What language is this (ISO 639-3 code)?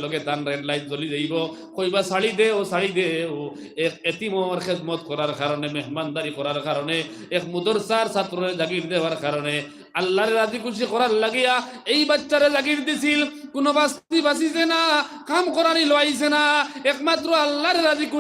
syl